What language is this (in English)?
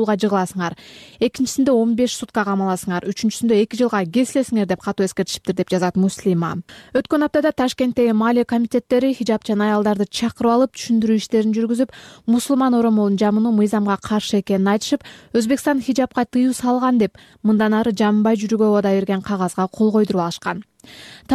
Kyrgyz